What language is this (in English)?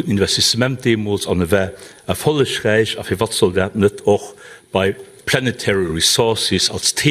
Luxembourgish